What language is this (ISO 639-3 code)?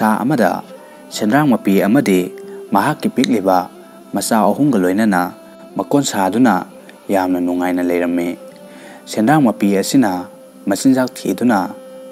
mni